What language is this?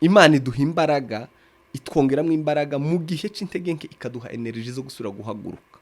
Rundi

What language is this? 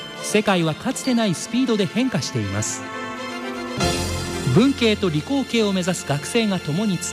Japanese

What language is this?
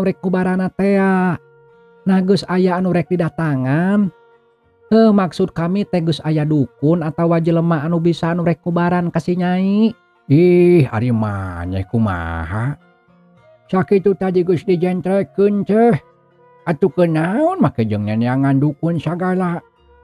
Sundanese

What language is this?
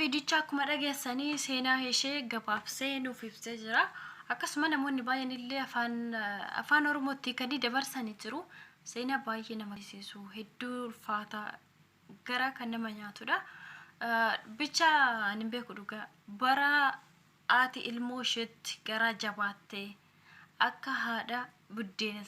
Oromo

